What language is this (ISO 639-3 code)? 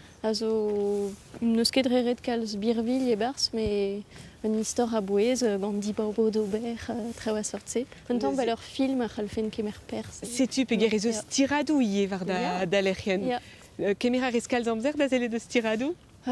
bre